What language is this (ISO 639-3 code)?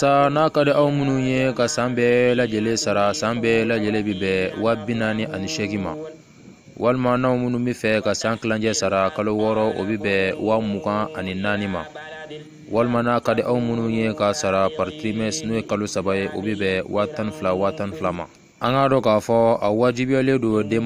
bam